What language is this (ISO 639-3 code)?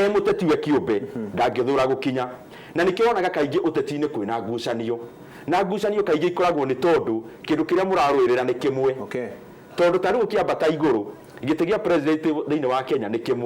kik